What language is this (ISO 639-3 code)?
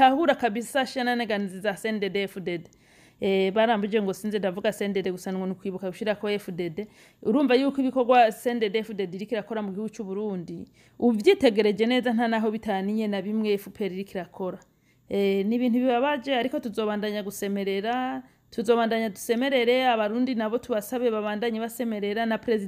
run